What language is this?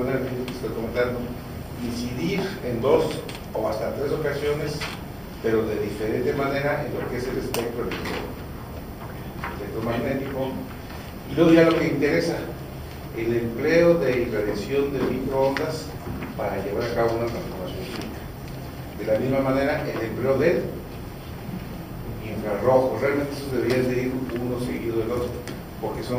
Spanish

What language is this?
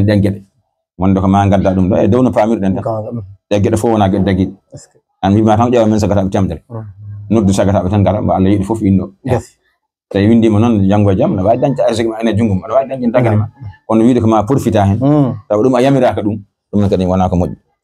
Fula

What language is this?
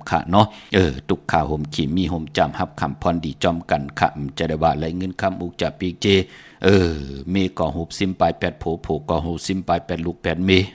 Shan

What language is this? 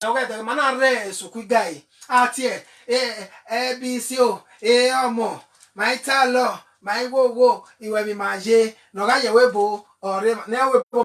Bini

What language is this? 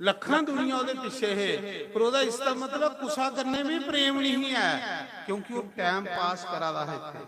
Dogri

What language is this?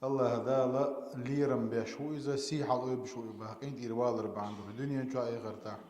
Chechen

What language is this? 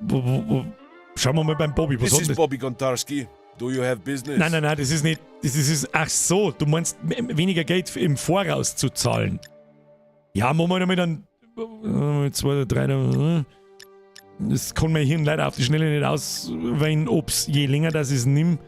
Bavarian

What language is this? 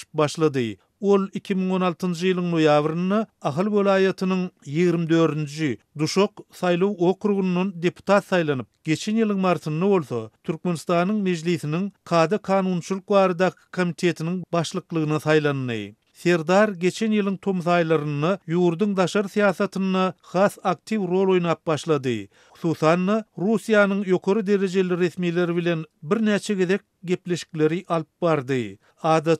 Turkmen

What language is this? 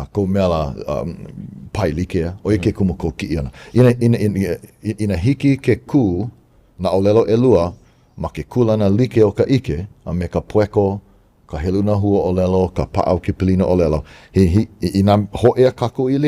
Hawaiian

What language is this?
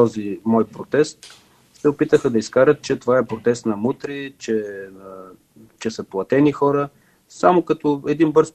Bulgarian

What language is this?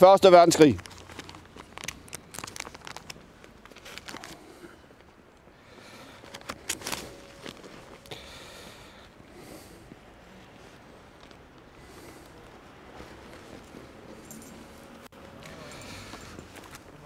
Danish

